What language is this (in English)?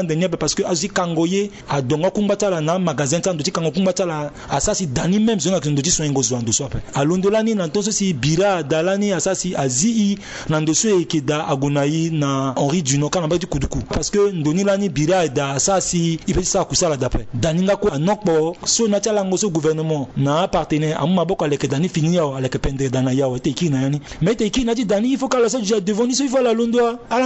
Sango